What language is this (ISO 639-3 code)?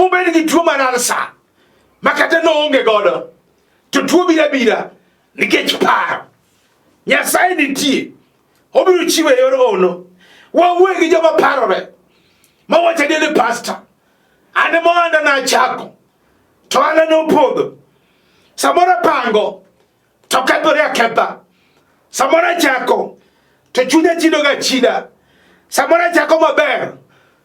luo